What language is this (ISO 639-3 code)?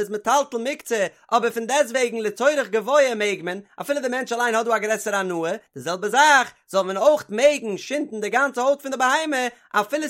yid